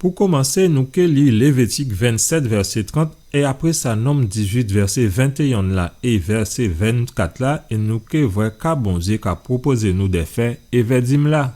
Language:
Guadeloupean Creole French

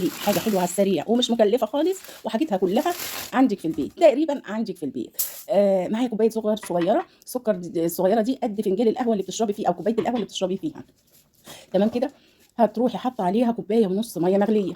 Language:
Egyptian Arabic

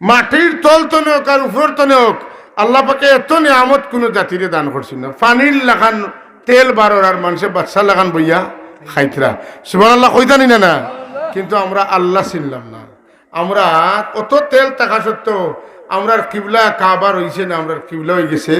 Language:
Sylheti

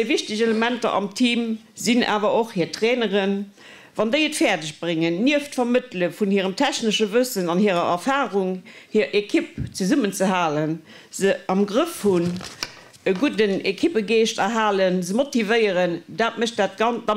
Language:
Luxembourgish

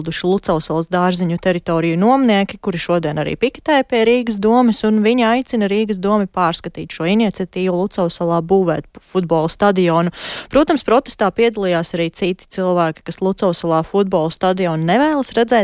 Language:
Latvian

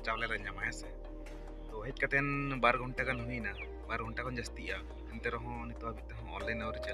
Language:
Santali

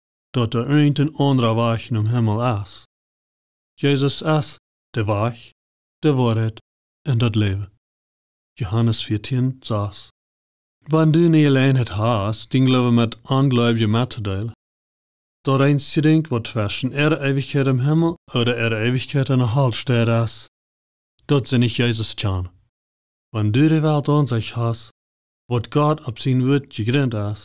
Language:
Plautdietsch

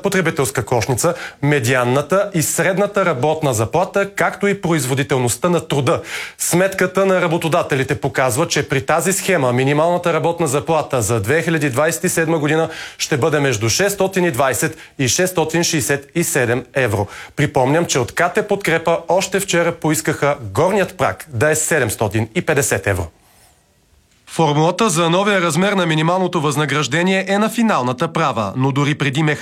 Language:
Bulgarian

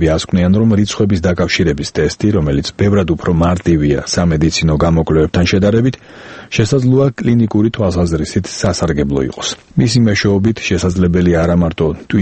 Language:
Georgian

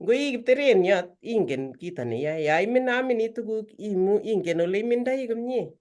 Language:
Kalenjin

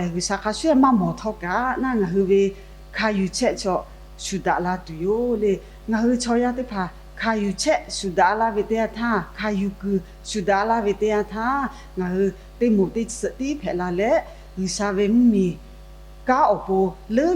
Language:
Lahu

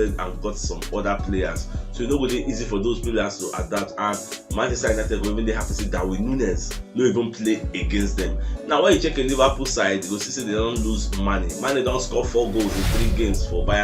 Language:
Nigerian Pidgin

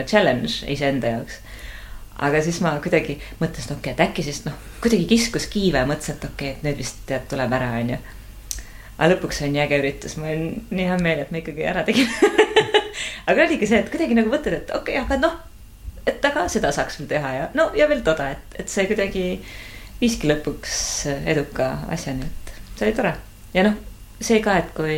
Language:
Estonian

